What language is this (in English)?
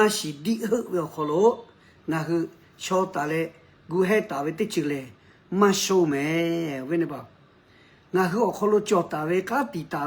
Lahu